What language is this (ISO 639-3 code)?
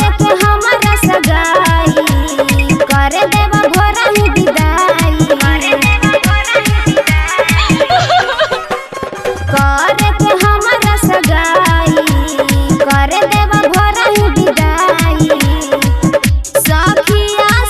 bho